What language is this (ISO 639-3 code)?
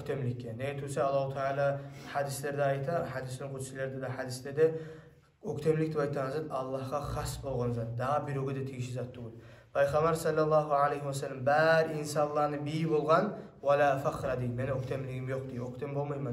kum